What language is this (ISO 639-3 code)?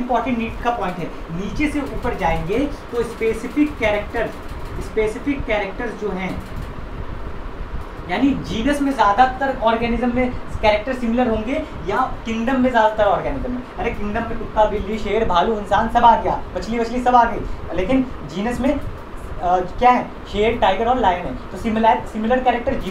hin